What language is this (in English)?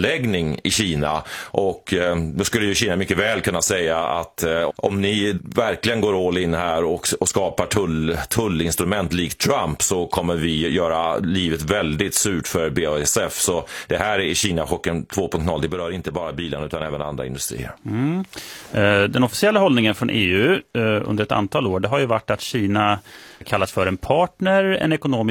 Swedish